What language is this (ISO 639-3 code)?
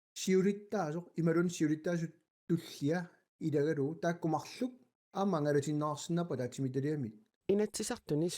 kal